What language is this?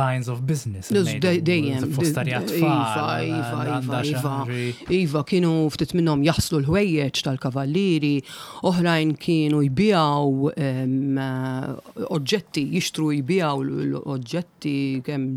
Maltese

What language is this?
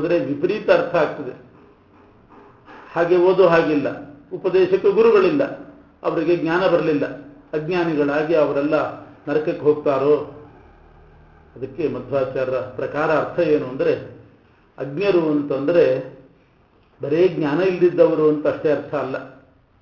Kannada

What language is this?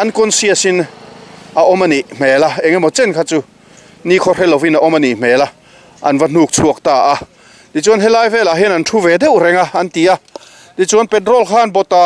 Mizo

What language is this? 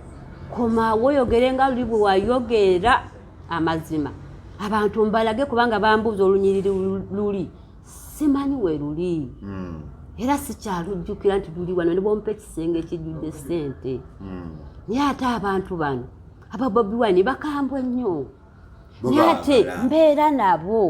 Ganda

